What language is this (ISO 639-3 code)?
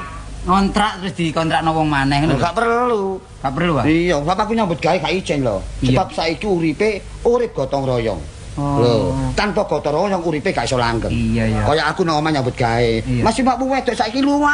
jav